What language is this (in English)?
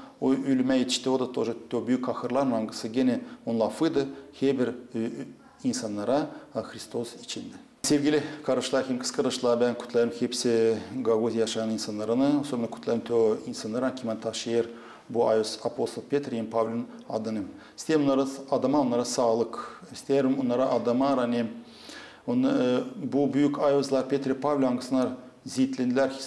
Gagauz